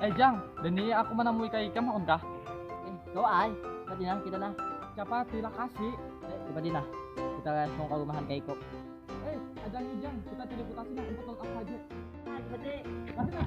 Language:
Banjar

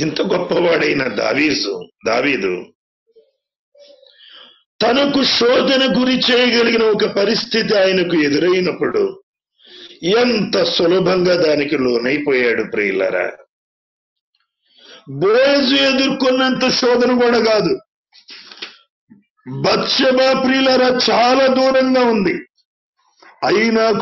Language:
Telugu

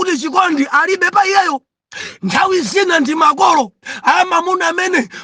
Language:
Nyanja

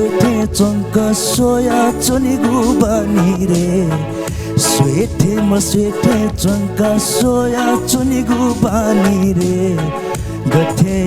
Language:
Newari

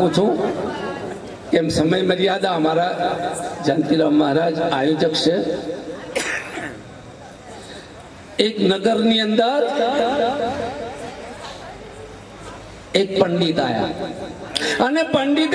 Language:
Gujarati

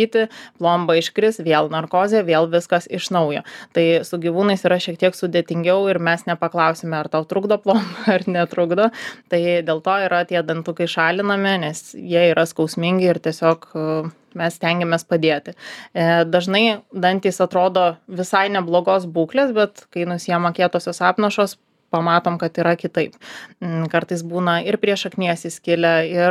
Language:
Lithuanian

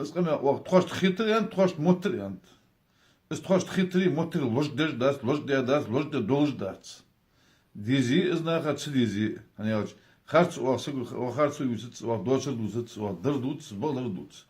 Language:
Ingush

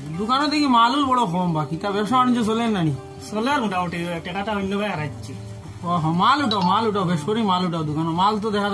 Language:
Sylheti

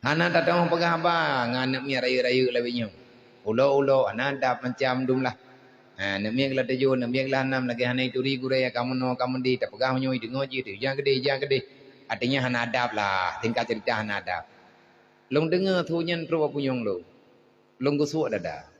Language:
Achinese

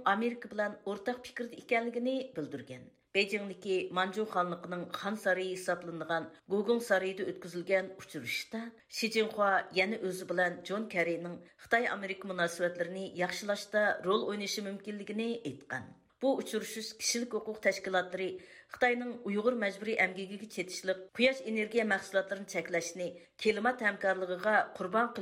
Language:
Uyghur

